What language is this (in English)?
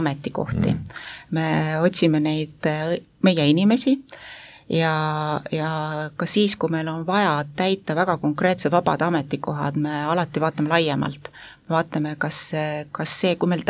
Estonian